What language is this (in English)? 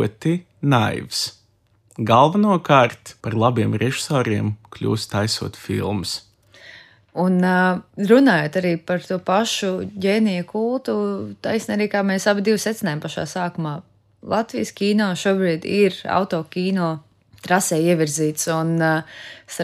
Latvian